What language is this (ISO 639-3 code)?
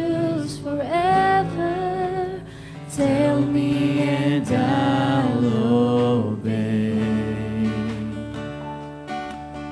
fil